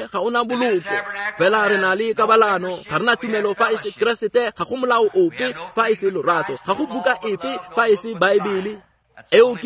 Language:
Tswana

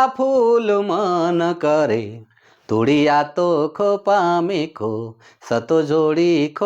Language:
Sadri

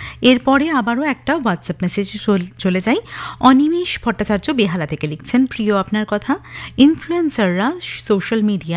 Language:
Bangla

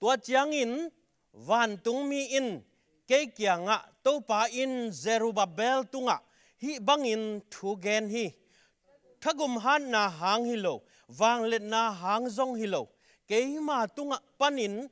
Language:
Tedim Chin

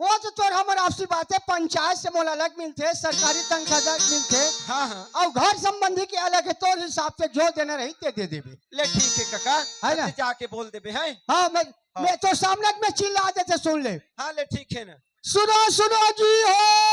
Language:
Chhattisgarhi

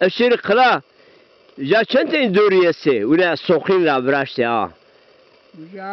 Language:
Zaza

